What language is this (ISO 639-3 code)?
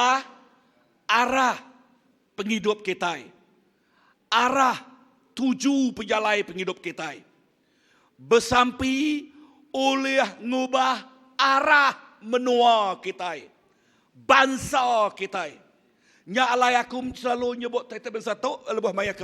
iba